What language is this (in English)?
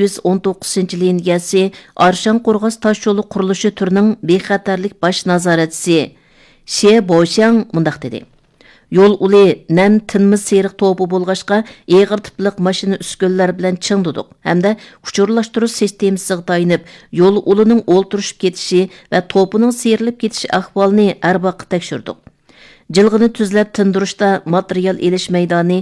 Uyghur